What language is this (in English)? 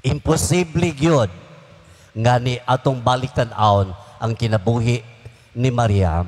Cebuano